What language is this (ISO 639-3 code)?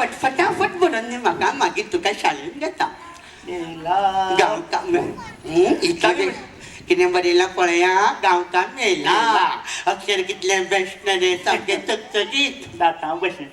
kok